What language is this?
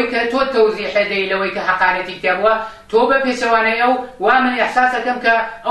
Central Kurdish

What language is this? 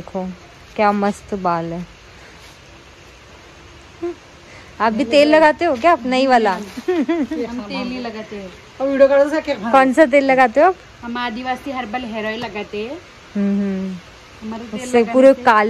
Hindi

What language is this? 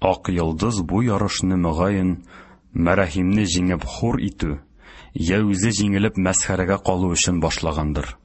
Tatar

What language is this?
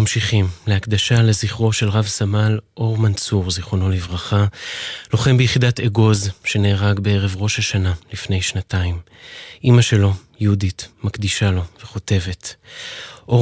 Hebrew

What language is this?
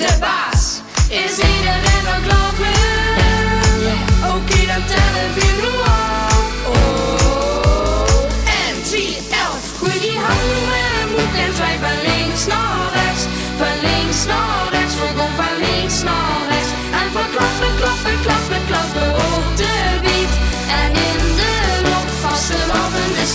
Limburgish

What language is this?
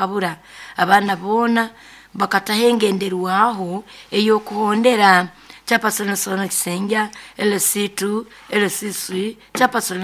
Nyoro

